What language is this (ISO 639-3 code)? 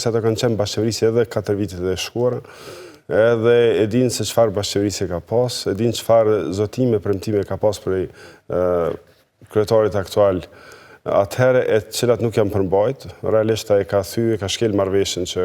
sqi